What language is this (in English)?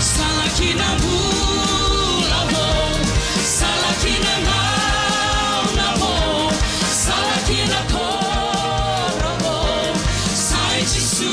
Fijian